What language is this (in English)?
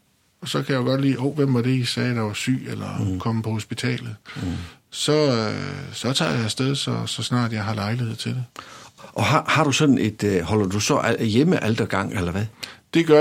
Danish